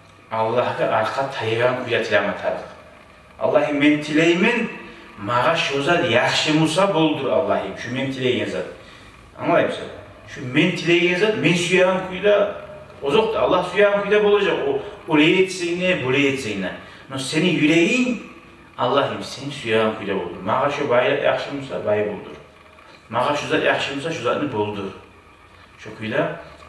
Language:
Kumyk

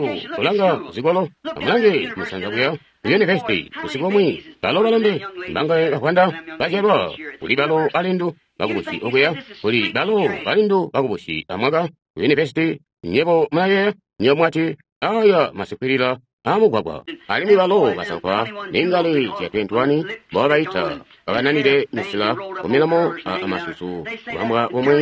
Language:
Tonga (Zambia)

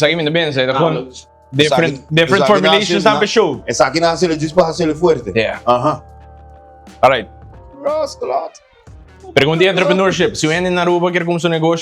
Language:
Papiamento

